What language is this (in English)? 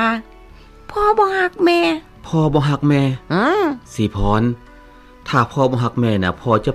Lao